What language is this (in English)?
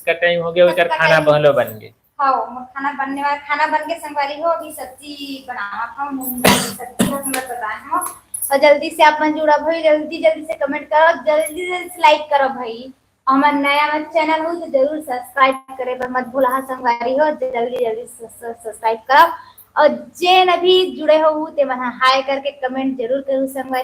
Chhattisgarhi